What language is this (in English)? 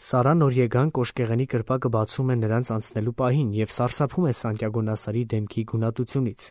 Armenian